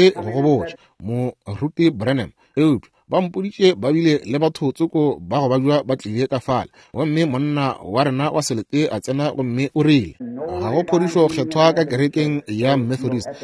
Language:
Northern Sotho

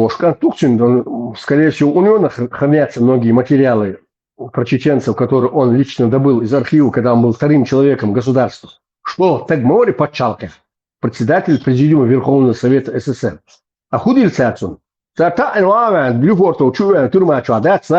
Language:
Chechen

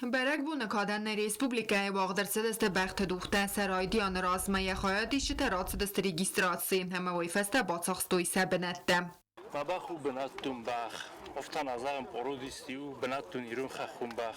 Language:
Ossetic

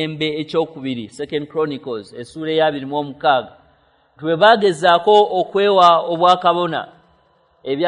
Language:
Ganda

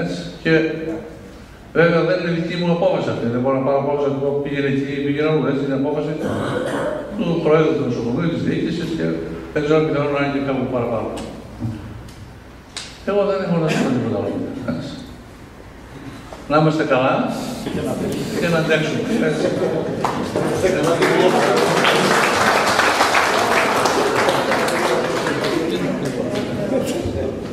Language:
Greek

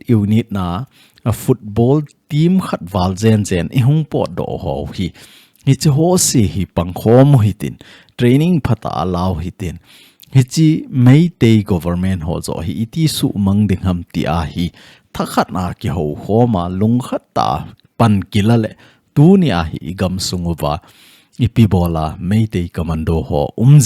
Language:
Thado Chin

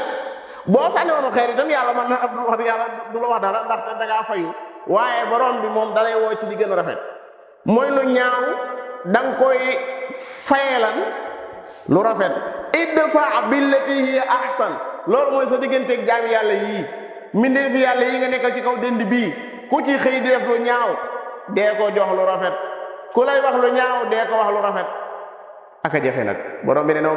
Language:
Wolof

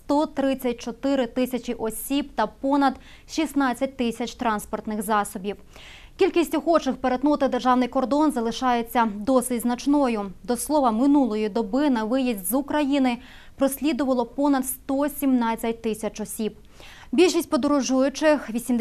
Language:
Ukrainian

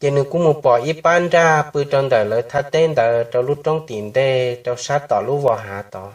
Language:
Hmong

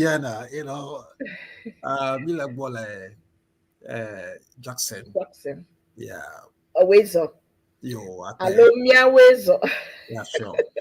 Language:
Ewe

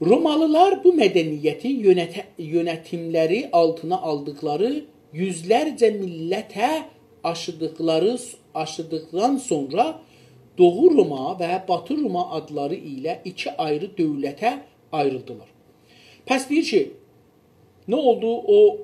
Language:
South Azerbaijani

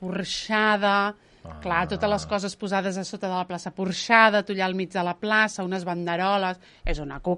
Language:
Catalan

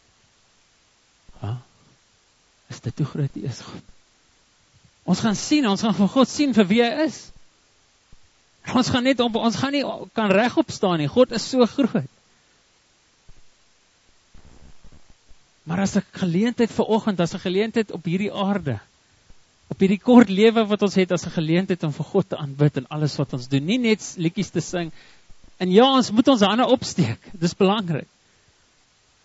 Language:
Afrikaans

